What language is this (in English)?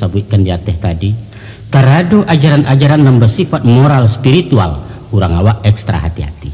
Minangkabau